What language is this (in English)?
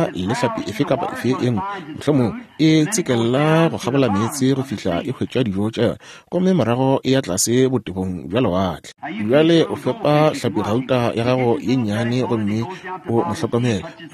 Northern Sotho